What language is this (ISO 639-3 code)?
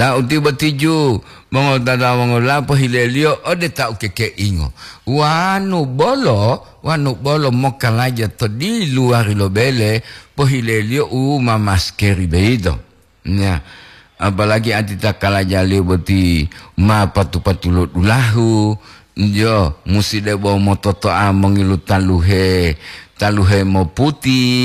gor